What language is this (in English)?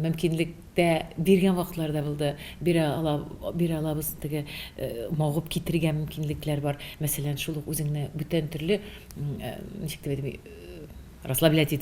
Tatar